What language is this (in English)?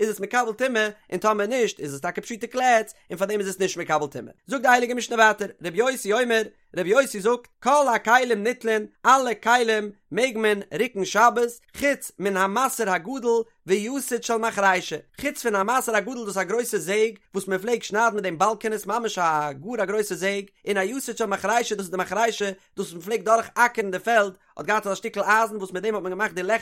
Yiddish